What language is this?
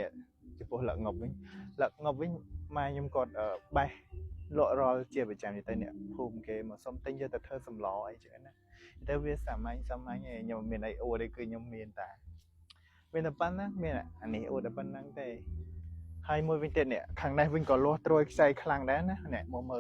Khmer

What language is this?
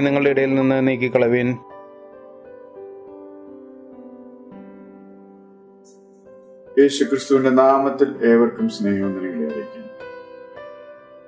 Malayalam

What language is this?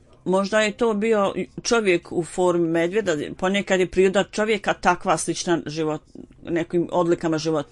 Bosnian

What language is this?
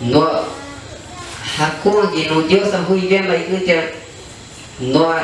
Shipibo-Conibo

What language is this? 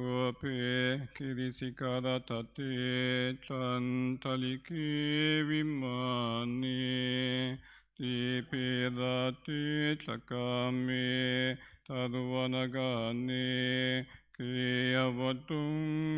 Pali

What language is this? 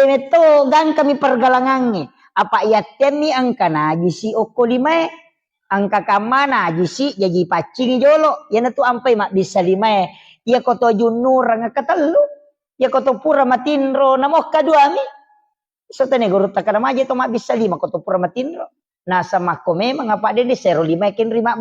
Buginese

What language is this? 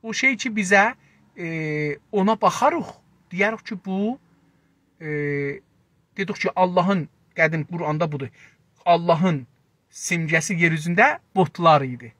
South Azerbaijani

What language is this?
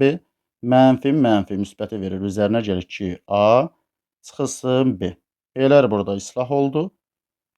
Azerbaijani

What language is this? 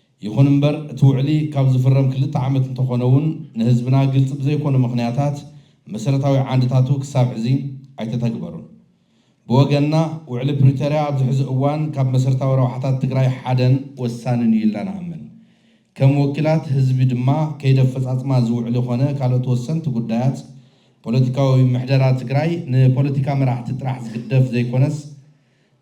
Tigrinya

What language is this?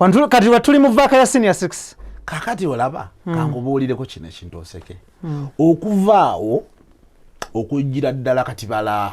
Ganda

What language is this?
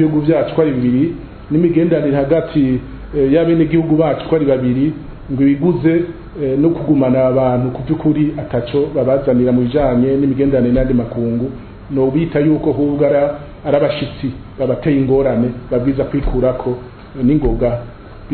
Rundi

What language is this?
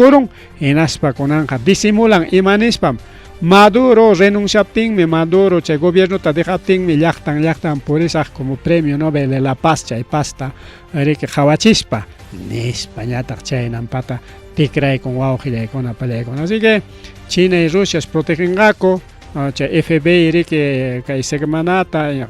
Ayacucho Quechua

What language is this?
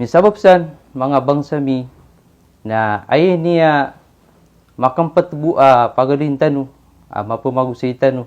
Maranao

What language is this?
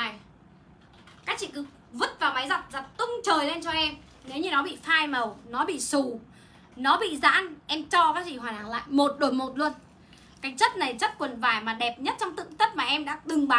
Vietnamese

